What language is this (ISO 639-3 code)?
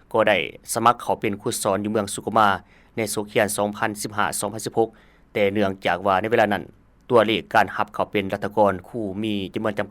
lao